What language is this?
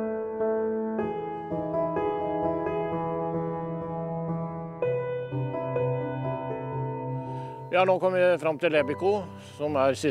Norwegian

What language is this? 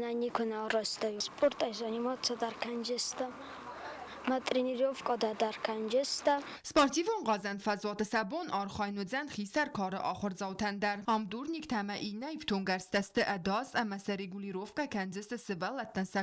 Ossetic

